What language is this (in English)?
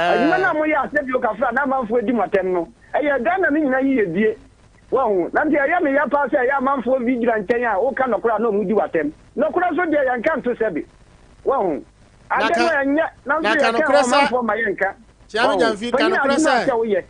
Akan